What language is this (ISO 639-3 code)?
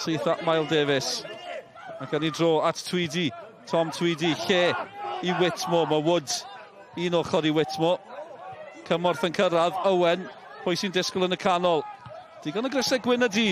cym